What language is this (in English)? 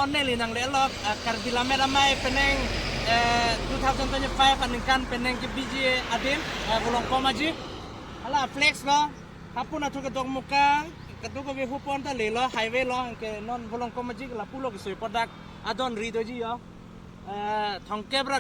Karbi